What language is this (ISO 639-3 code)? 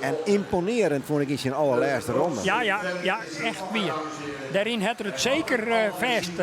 fry